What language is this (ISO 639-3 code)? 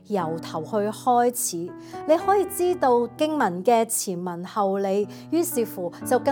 yue